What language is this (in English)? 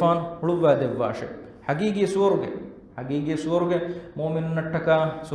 Divehi